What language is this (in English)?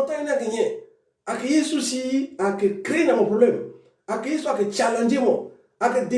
Sango